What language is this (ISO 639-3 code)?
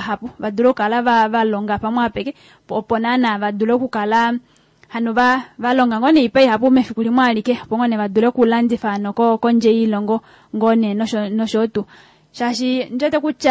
kua